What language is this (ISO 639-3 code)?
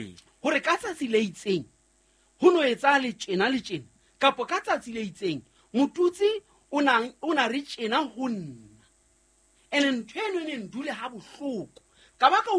sot